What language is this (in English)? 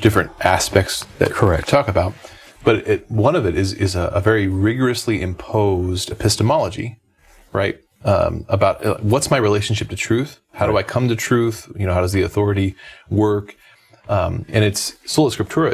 English